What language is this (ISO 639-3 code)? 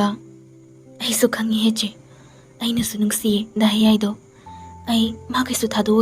mni